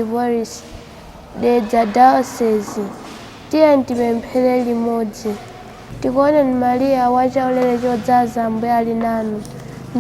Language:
Nyanja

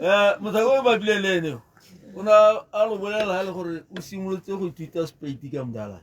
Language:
Tswana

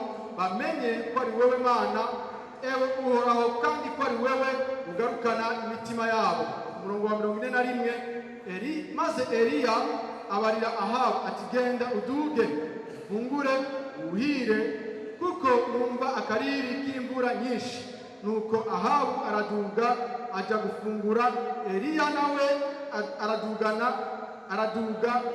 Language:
Rundi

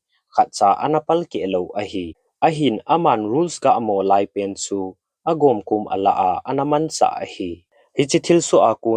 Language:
Thado Chin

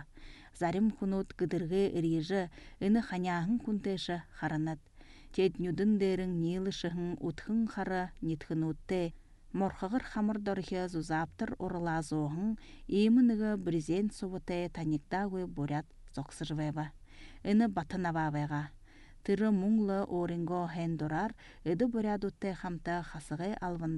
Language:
Buriat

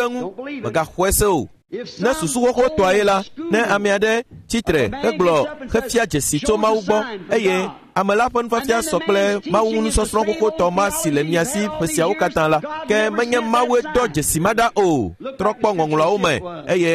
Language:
Ewe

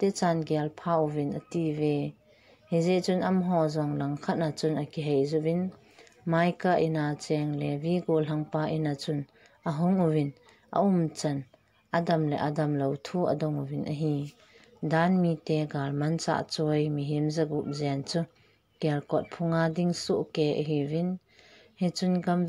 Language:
Thado Chin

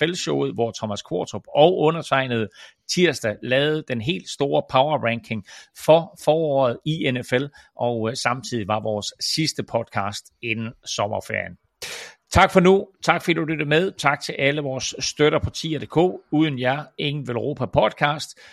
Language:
Danish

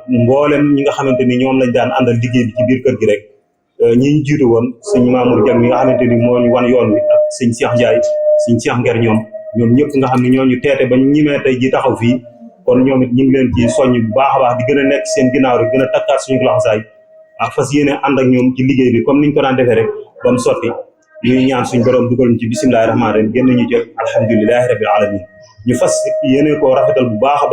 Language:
Wolof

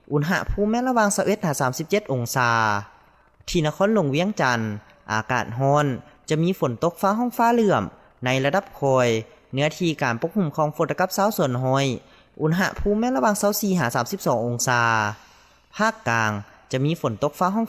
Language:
Lao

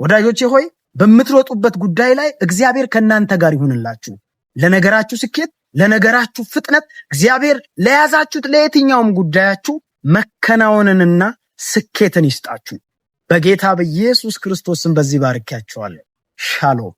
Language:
Amharic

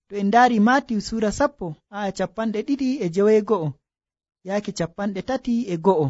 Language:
Nigerian Fulfulde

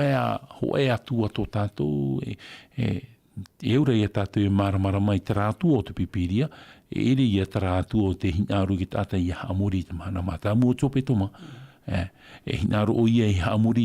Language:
Tahitian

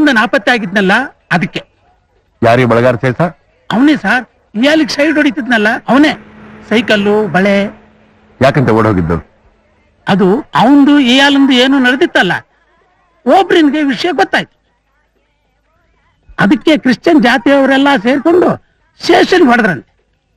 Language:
Kannada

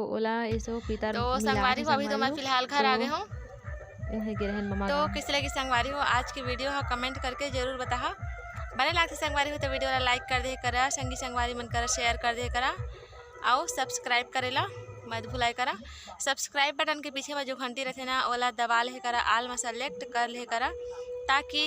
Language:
Chhattisgarhi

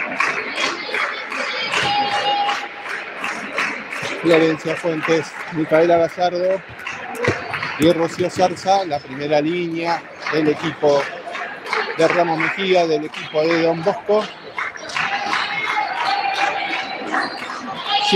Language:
Spanish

